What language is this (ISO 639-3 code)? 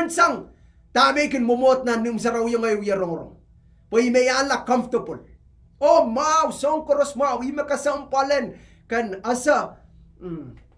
pon